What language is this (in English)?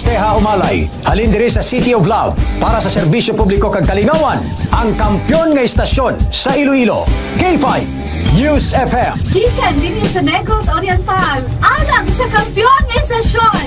Hiligaynon